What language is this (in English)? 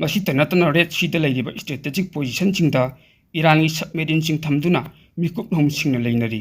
Manipuri